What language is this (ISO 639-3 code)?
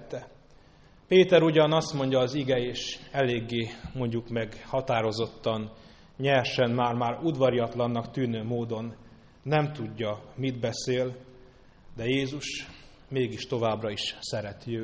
hun